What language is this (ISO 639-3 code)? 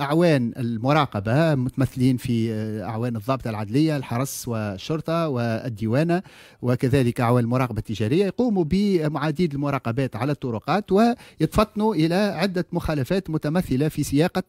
aeb